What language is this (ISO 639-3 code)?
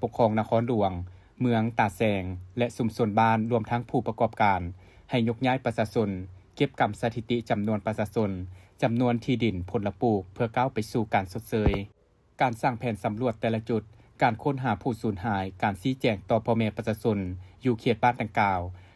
lao